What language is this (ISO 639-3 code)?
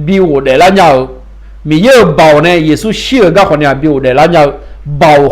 ahk